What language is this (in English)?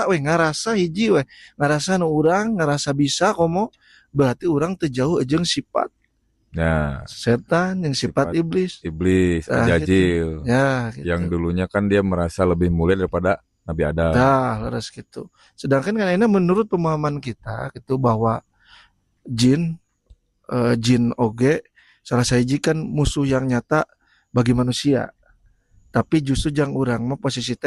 Sundanese